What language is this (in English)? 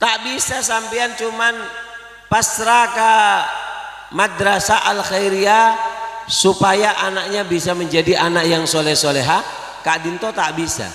Madurese